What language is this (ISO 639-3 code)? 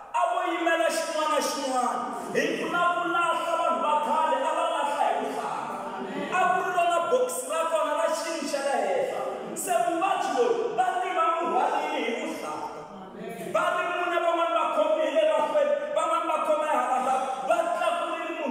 tso